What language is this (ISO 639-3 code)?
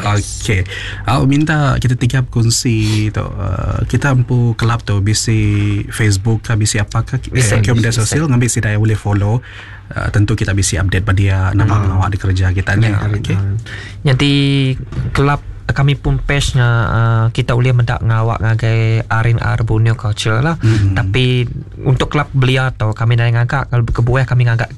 iba